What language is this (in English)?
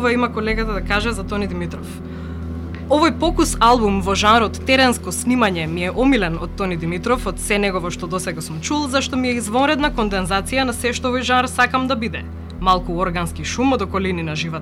Macedonian